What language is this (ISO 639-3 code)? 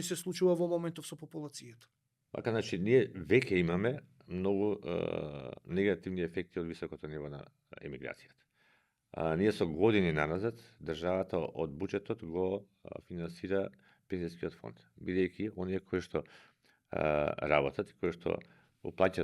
mkd